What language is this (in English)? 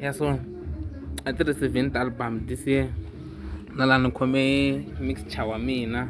Tsonga